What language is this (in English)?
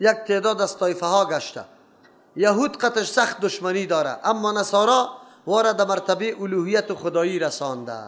Persian